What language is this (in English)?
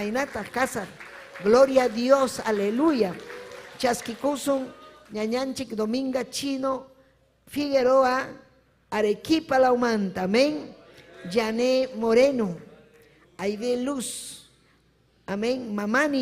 Ayacucho Quechua